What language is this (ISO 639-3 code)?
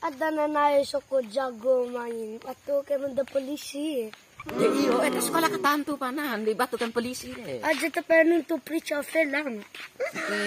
bhp